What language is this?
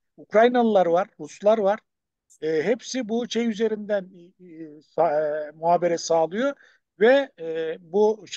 Turkish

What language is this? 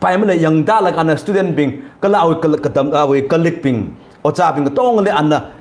Tangkhul Naga (India)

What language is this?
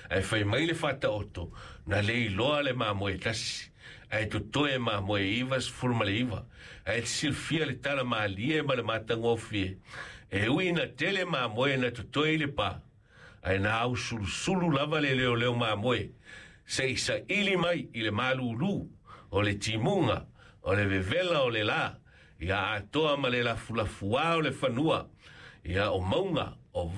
Samoan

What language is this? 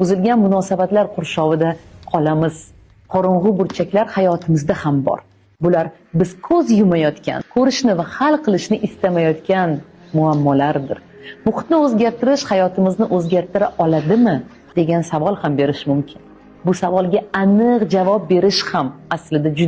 Uzbek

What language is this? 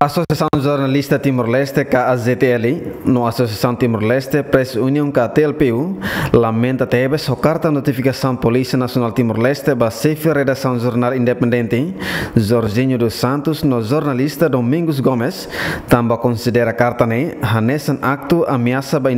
Tetum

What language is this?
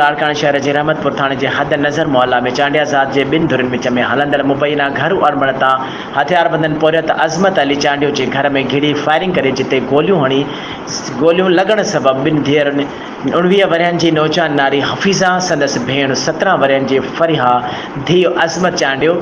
Sindhi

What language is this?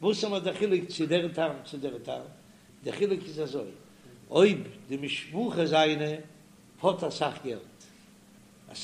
Yiddish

